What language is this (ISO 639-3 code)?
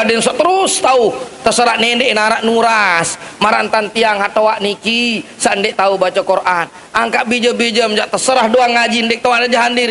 sas